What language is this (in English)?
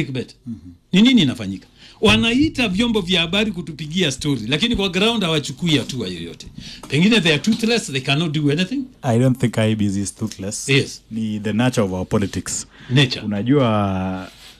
Swahili